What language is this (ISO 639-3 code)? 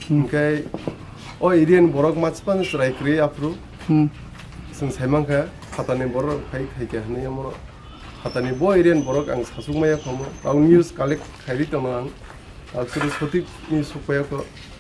trp